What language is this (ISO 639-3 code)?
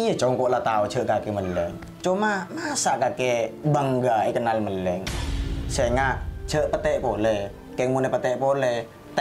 mad